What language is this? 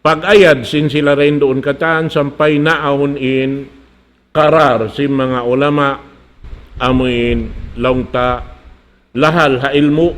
Tausug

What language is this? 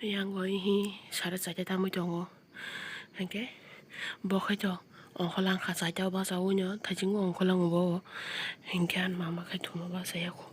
Kok Borok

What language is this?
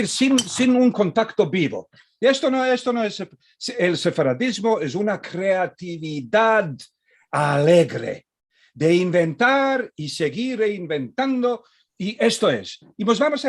Ladino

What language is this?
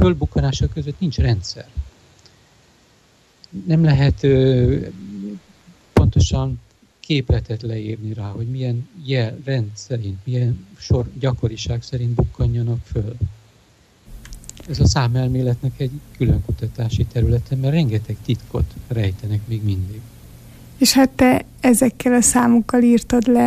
Hungarian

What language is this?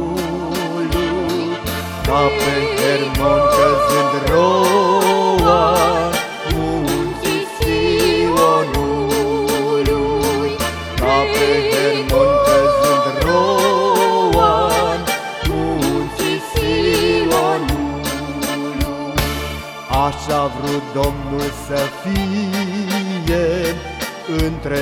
Romanian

